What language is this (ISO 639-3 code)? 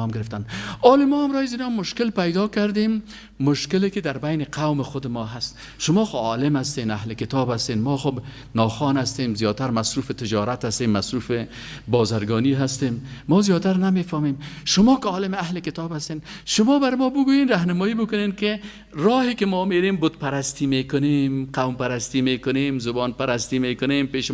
fas